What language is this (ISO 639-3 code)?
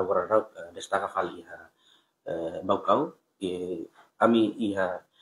tet